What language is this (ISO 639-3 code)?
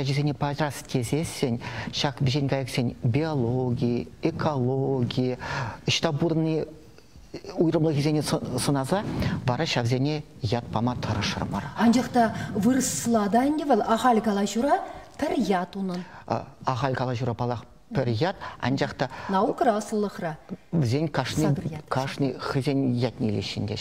chv